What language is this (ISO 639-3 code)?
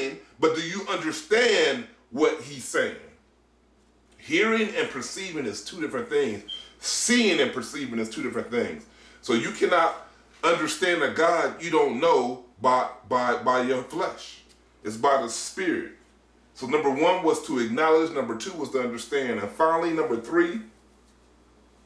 eng